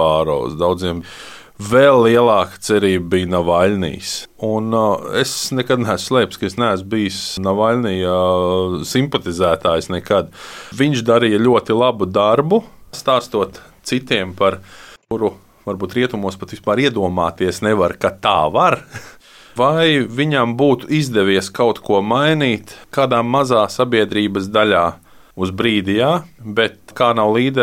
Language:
Latvian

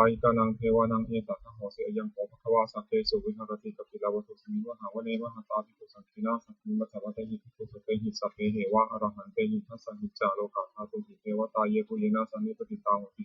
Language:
Pali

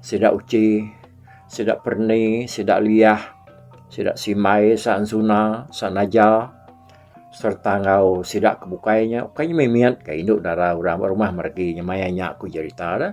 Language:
Iban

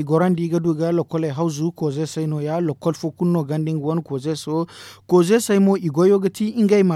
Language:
Zarma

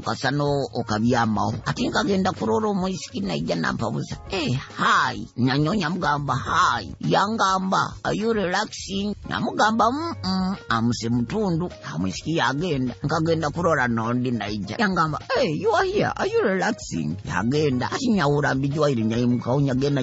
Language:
Nyoro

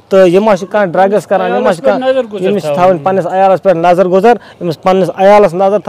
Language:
Kashmiri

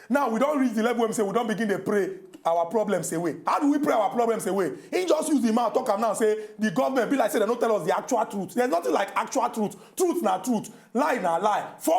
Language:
Nigerian Pidgin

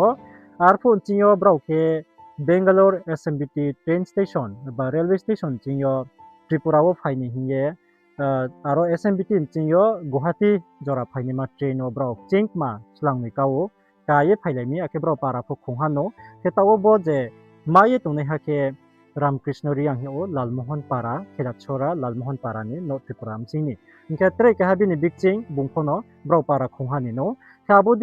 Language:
Riang (India)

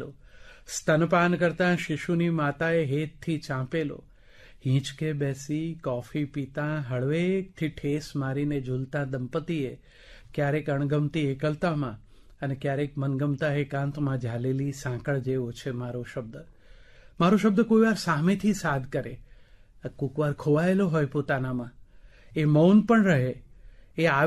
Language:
Gujarati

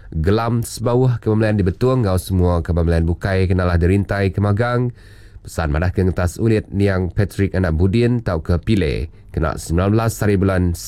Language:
Iban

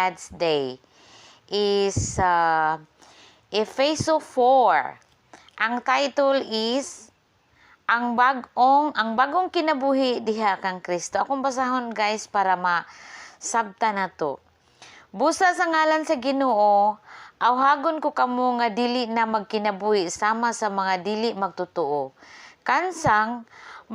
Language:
Cebuano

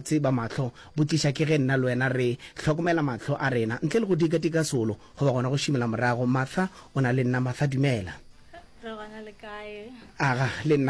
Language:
Northern Sotho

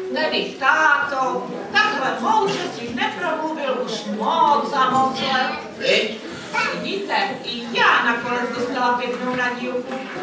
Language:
Czech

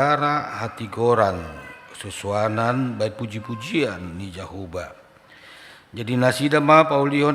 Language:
Batak Toba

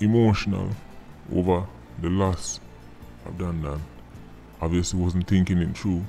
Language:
Jamaican Creole English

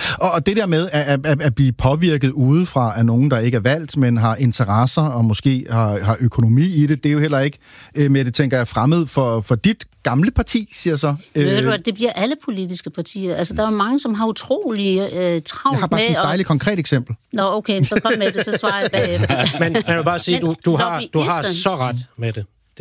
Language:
Danish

